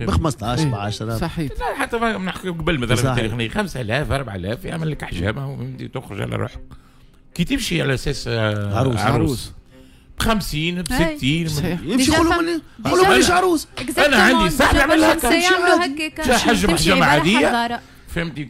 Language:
Tunisian Arabic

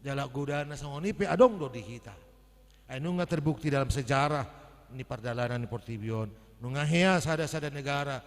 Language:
Batak Toba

